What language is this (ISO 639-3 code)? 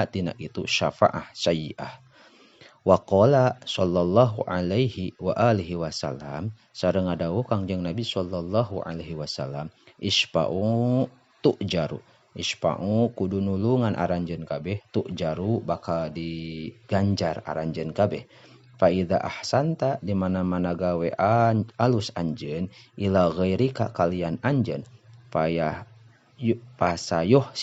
sun